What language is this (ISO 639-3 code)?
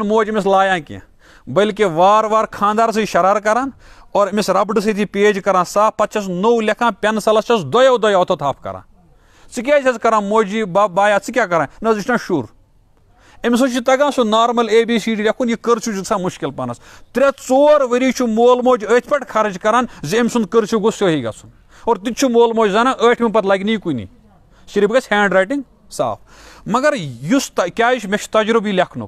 kas